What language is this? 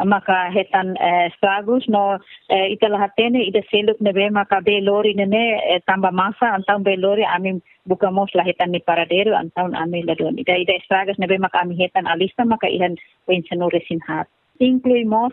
Tetum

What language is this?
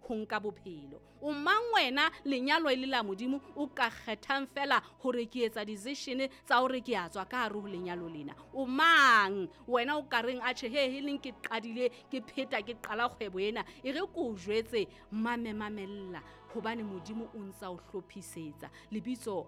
Southern Sotho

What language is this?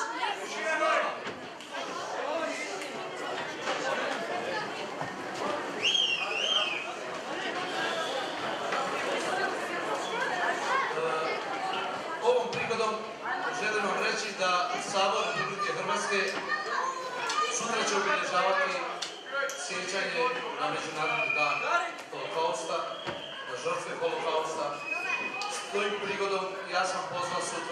Croatian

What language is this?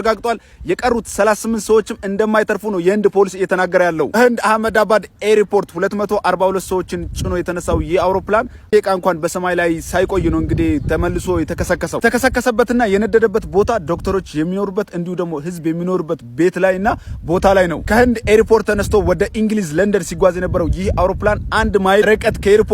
Amharic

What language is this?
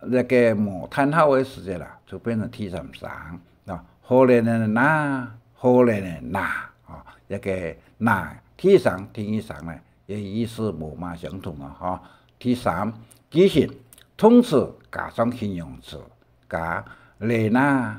Hakka Chinese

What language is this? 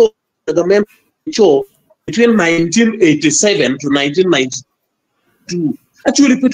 Acoli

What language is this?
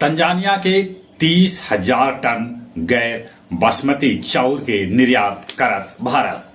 Magahi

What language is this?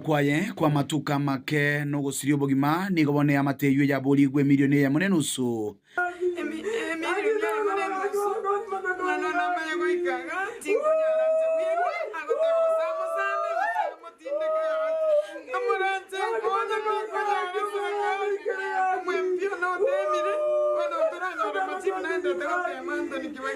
Gusii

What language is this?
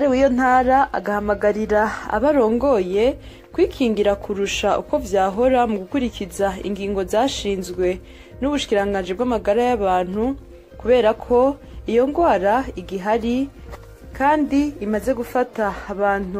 Rundi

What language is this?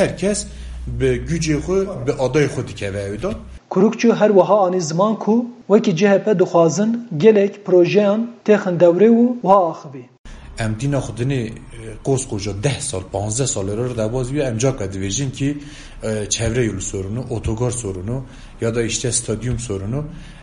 Kurdish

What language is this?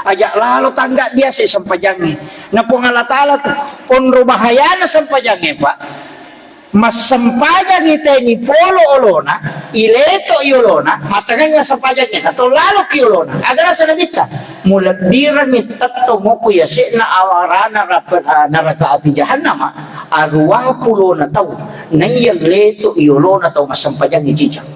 Buginese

